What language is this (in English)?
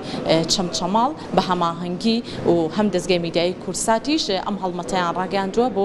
Central Kurdish